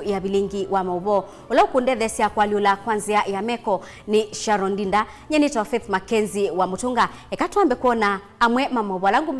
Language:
Kamba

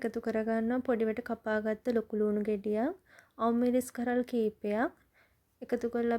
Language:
Sinhala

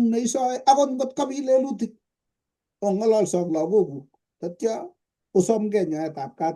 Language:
Kalenjin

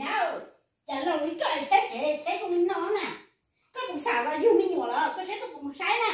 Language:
Hmong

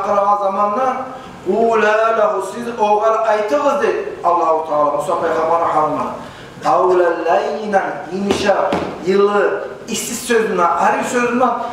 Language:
Kumyk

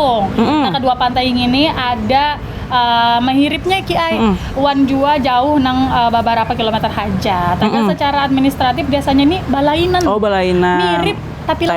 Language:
Banjar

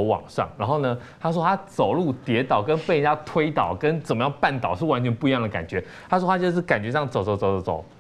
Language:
Chinese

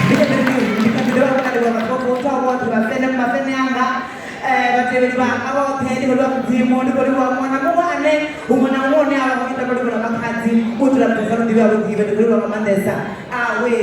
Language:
Venda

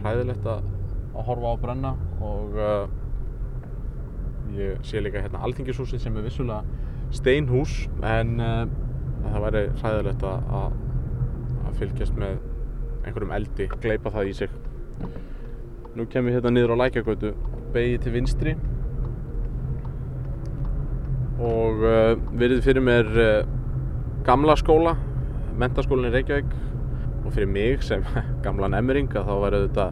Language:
Icelandic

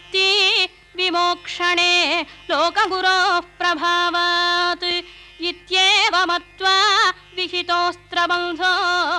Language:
Tamil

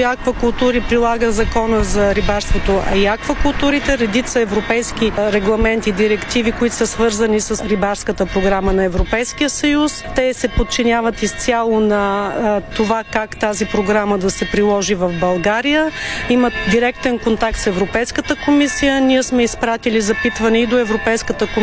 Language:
Bulgarian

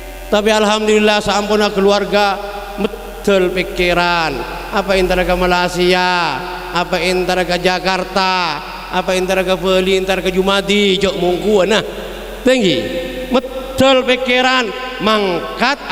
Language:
Madurese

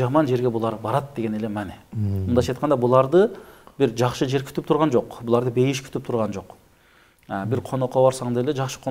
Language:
Kyrgyz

